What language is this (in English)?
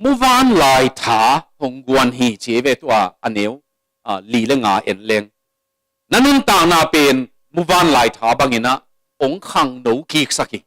Tedim Chin